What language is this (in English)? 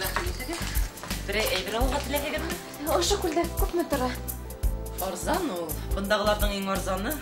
Bashkir